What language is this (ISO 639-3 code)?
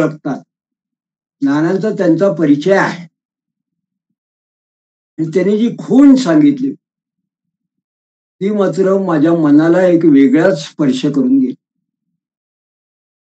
mar